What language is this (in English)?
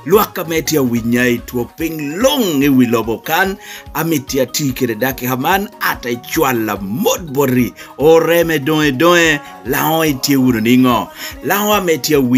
Lango (Uganda)